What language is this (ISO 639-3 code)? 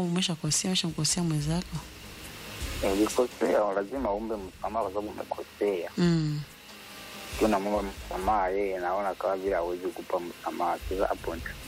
swa